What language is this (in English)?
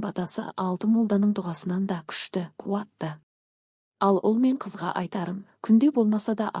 Kazakh